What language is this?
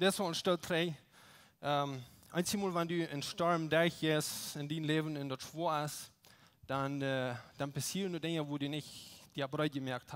Plautdietsch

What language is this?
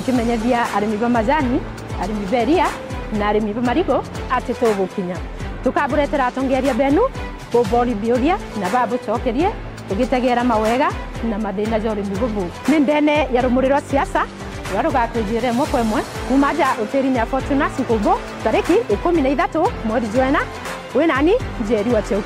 Meru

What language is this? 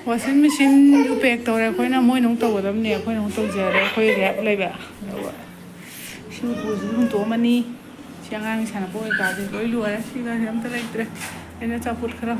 Manipuri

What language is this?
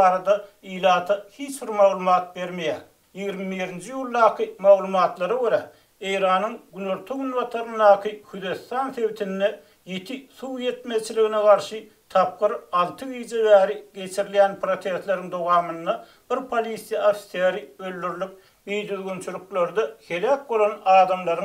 Turkmen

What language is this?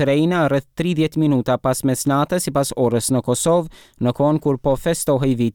Albanian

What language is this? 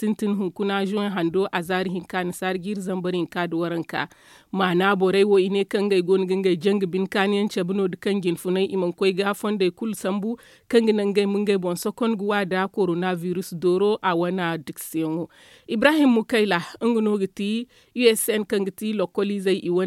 Zarma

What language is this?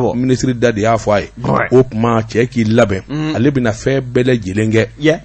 Bambara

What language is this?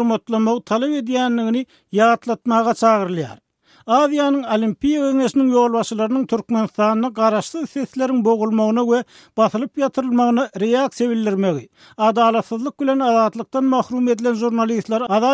Turkmen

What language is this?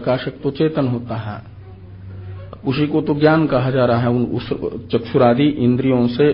Hindi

